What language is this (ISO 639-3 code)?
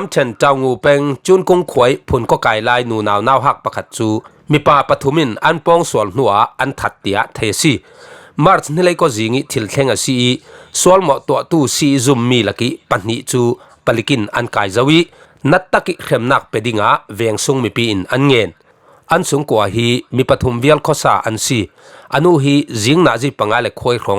cfm